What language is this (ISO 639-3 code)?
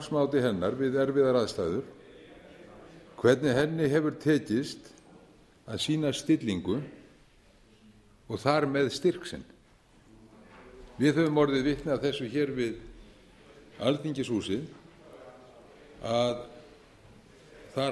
isl